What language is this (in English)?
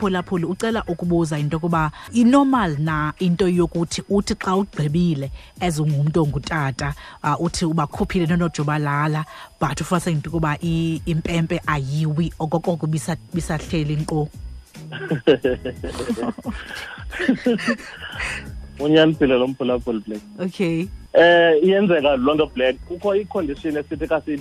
Xhosa